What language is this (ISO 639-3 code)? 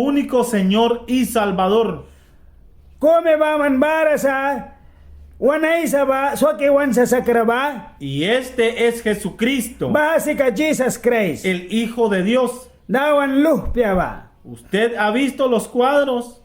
miq